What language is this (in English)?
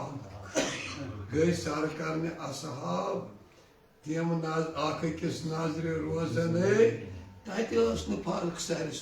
Kashmiri